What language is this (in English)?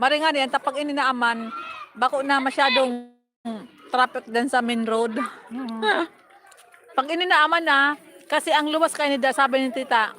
Bikol